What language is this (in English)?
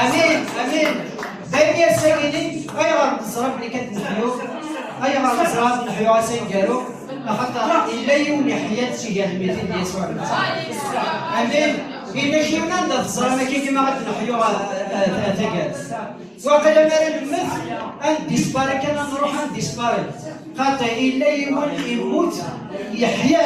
Kabyle